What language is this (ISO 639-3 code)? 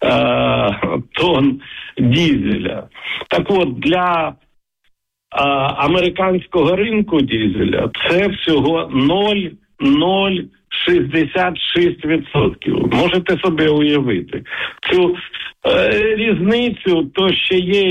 ukr